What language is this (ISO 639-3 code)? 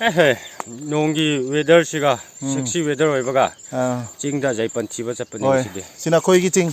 mni